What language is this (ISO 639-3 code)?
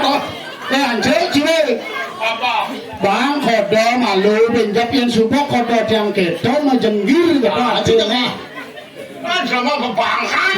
ban